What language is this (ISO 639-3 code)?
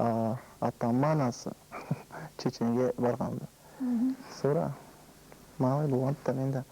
krc